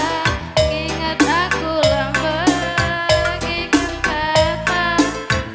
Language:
Batak Karo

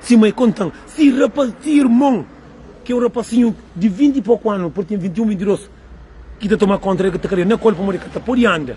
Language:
Kabuverdianu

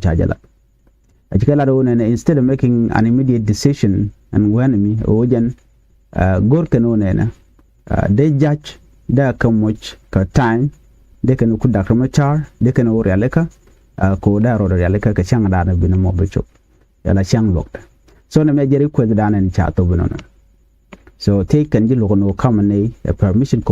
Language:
Nuer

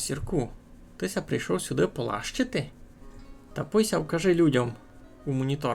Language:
Rusyn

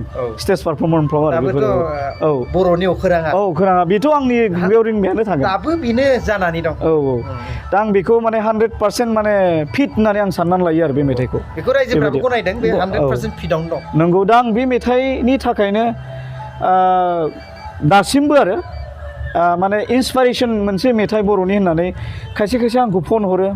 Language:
Bodo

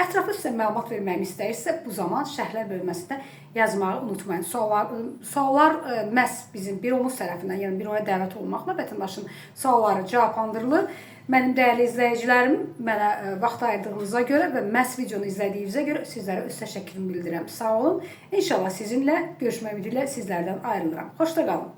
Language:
Azerbaijani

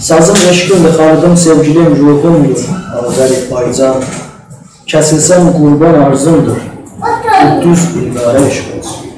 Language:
South Azerbaijani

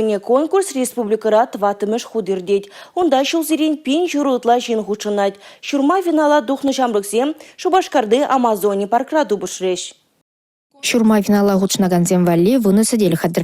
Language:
Chuvash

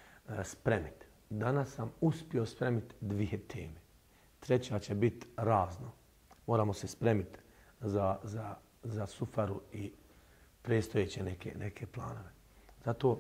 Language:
Bosnian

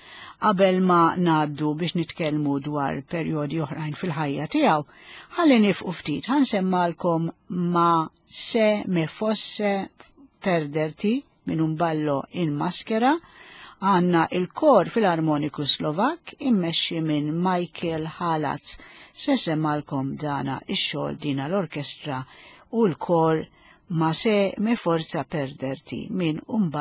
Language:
Maltese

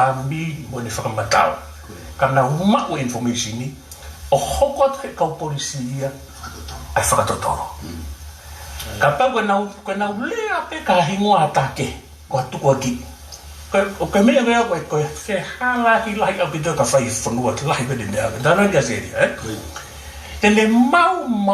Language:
Tongan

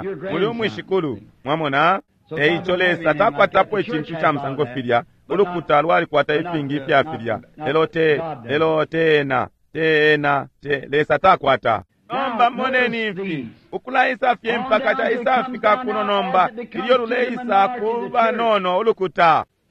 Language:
Bemba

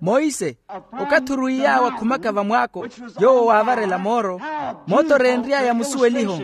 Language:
Makhuwa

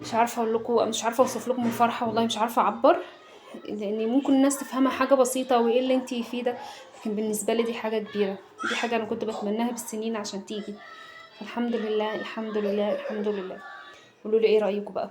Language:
Egyptian Arabic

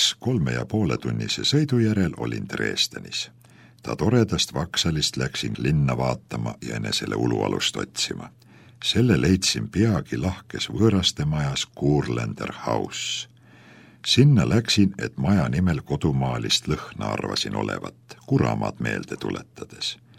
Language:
Estonian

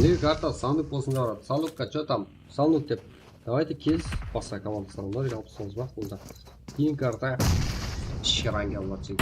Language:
Kara-Kalpak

